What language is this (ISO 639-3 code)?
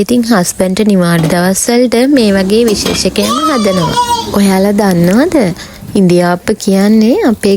sin